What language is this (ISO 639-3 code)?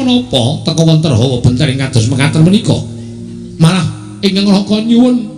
jav